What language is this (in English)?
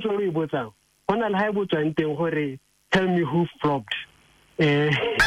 Tswana